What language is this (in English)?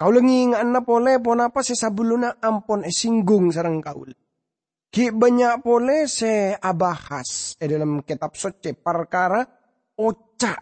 Madurese